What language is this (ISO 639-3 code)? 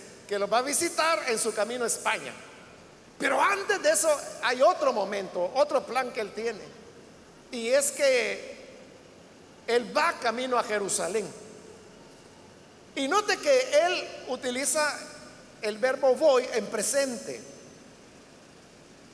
spa